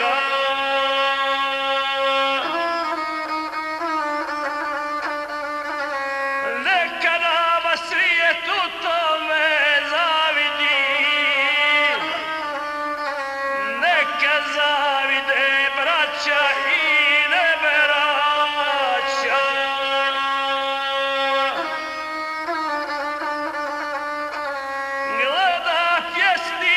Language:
Croatian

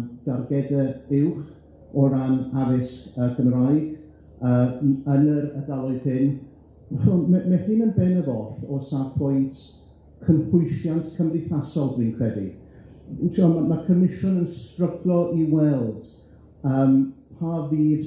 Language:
Welsh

